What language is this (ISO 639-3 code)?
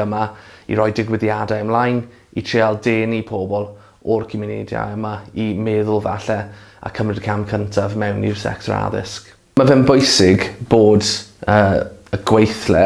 cym